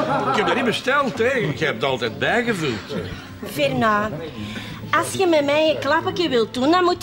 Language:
Dutch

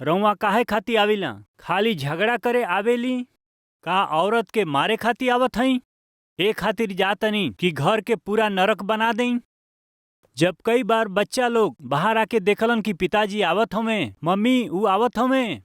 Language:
Bhojpuri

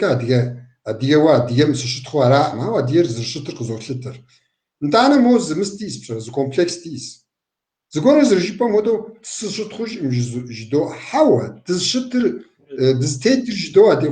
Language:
Kabardian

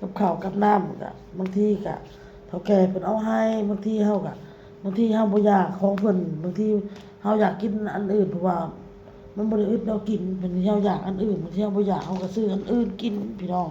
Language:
Lao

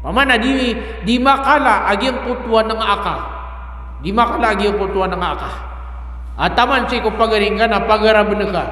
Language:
Maranao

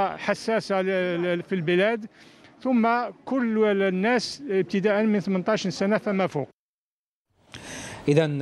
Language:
Arabic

